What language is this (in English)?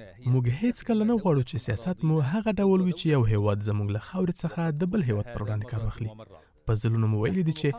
Pashto